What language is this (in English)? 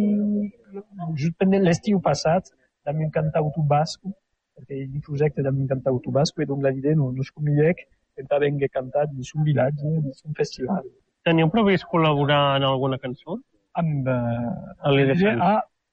Catalan